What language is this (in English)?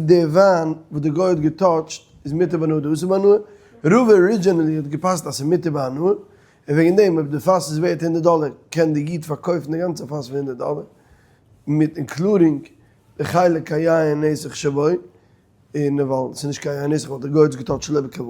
Yiddish